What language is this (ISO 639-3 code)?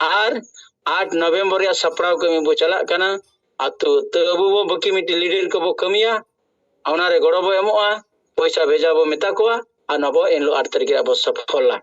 sat